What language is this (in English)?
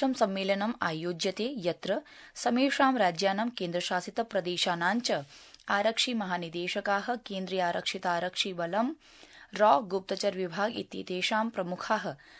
Sanskrit